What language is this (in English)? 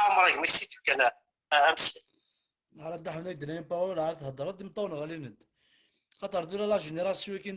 Kabyle